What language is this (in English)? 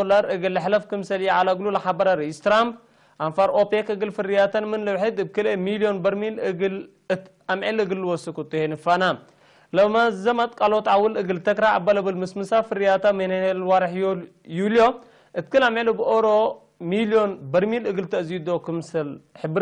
Tigre